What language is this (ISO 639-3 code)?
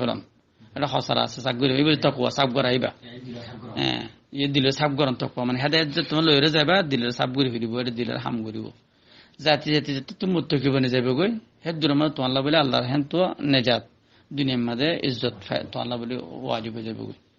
rhg